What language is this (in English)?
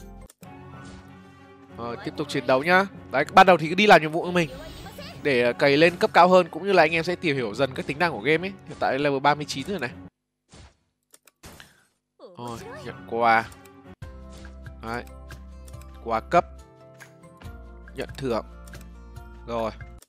Vietnamese